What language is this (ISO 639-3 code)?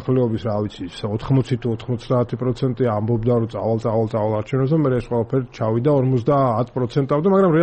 kat